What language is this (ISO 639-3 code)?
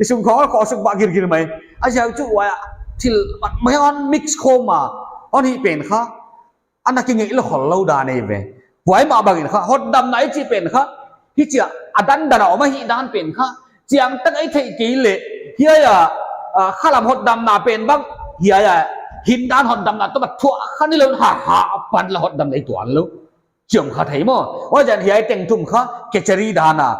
pck